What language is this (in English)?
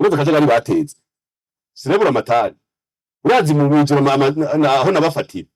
Rundi